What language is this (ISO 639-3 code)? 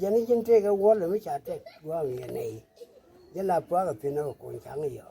nus